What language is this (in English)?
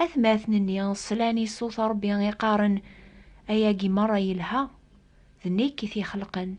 Kabyle